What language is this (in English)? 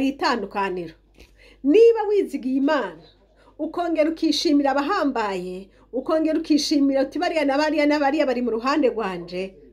Rundi